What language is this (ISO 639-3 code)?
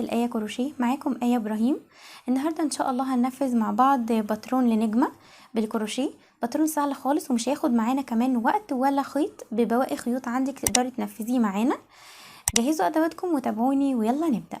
arz